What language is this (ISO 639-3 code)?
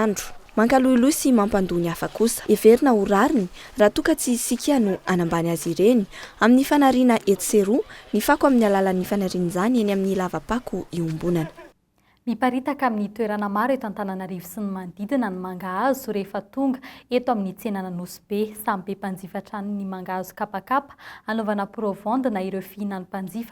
mlg